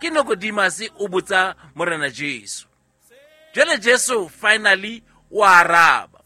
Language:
Southern Sotho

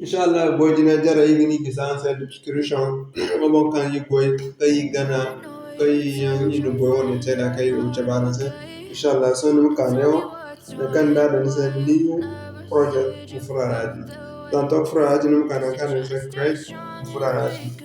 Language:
Zarma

